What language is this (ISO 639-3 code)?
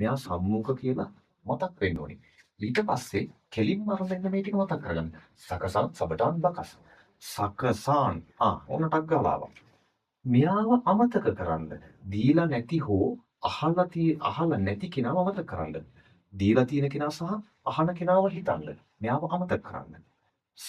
sin